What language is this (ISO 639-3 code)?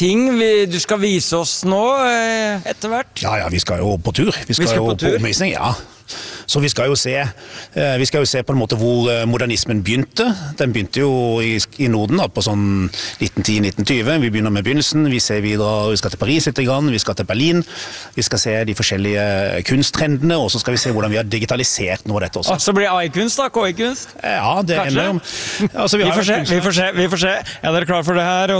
nor